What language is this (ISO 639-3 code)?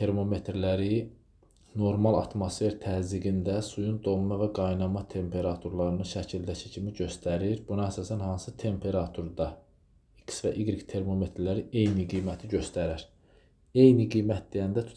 aze